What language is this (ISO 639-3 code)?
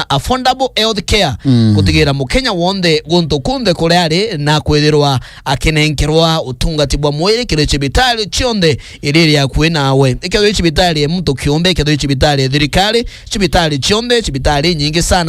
mer